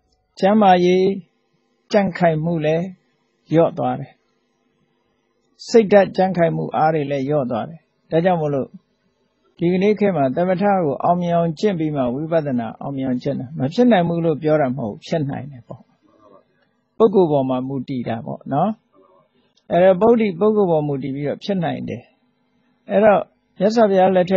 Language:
Burmese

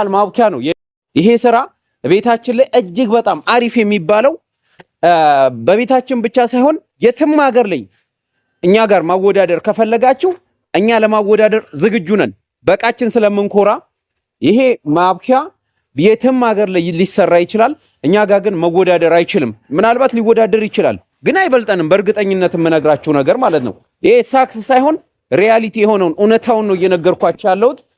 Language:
Amharic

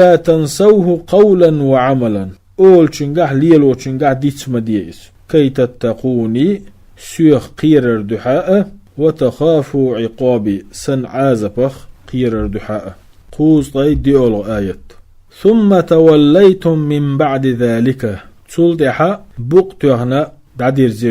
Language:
Chechen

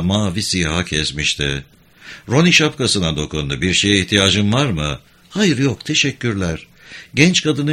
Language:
Turkish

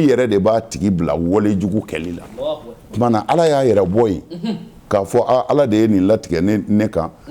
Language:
Bambara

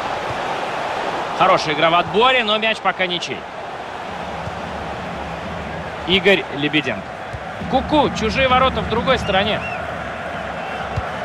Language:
Russian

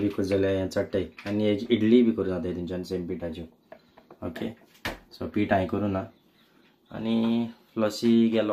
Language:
Konkani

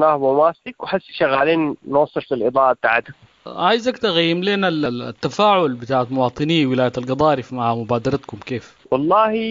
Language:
Sudanese Arabic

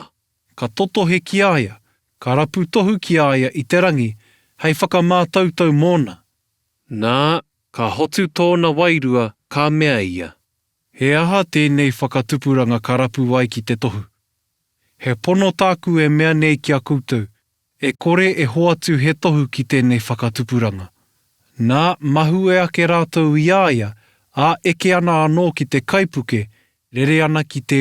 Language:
Māori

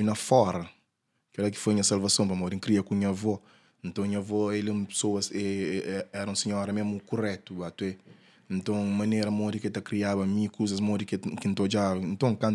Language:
Kabuverdianu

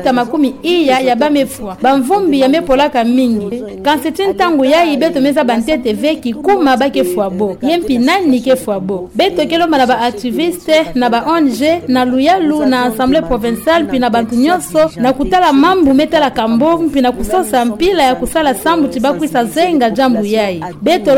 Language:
Kituba (Democratic Republic of Congo)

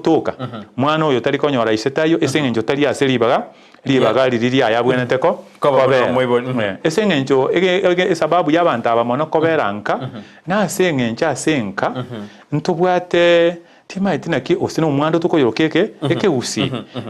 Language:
Gusii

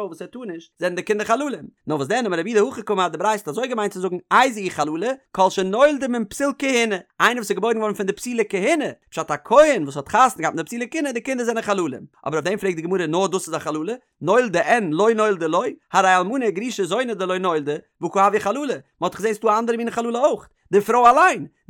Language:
Yiddish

